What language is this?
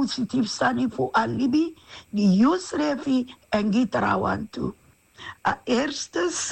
Sranan Tongo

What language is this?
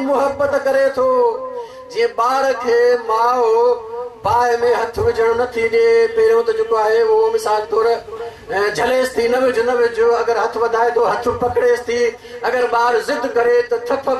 Sindhi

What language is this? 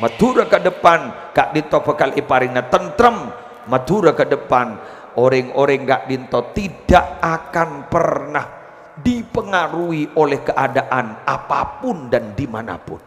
Madurese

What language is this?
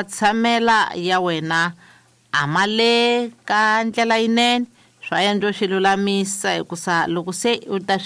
Tsonga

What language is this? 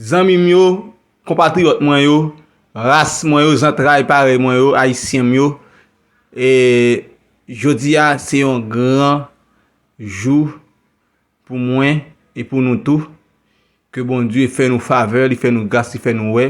Haitian Creole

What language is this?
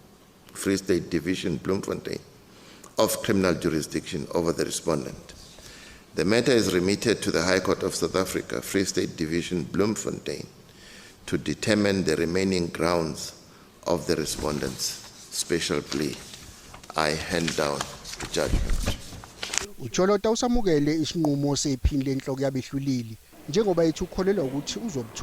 Zulu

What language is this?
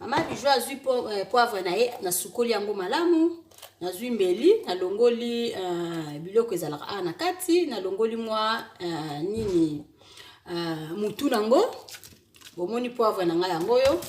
Lingala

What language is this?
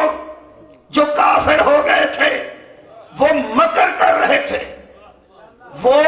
Urdu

